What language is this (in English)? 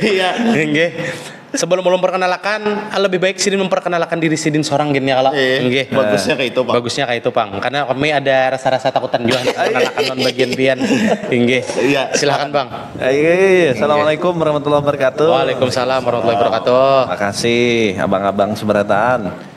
Banjar